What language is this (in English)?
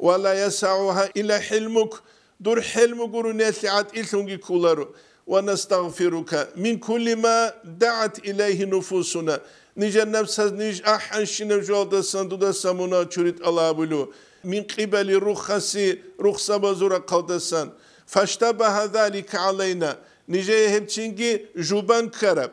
Avaric